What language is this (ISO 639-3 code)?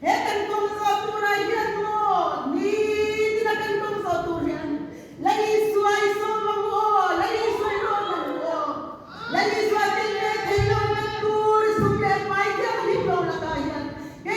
lus